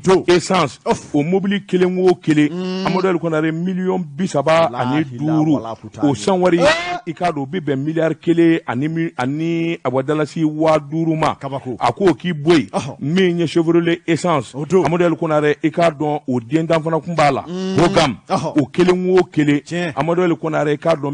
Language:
Bambara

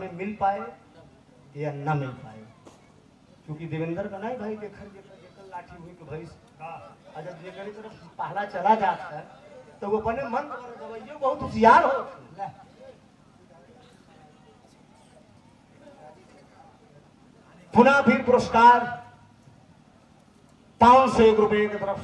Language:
Bhojpuri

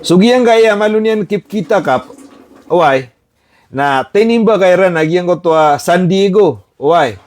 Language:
Maranao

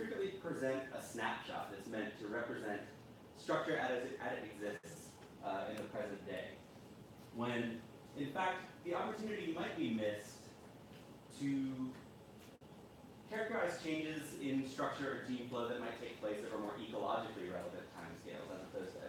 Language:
English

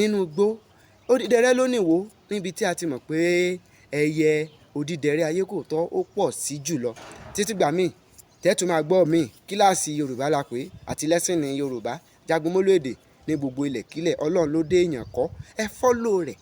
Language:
Yoruba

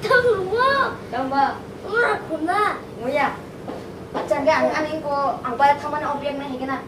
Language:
Kok Borok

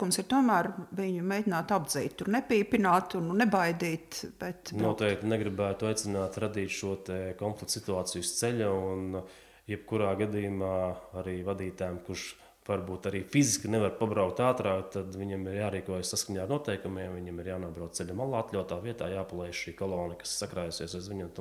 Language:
Latvian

